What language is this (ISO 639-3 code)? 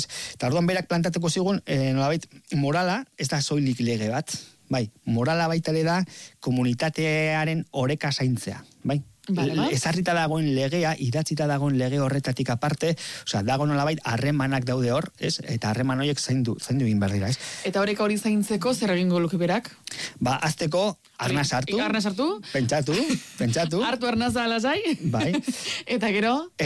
eus